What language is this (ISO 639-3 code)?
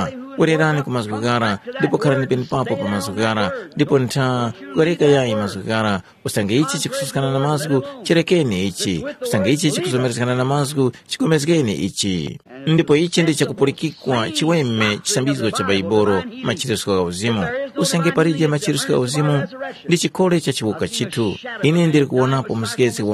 tum